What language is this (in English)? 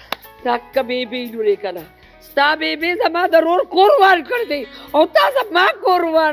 Pashto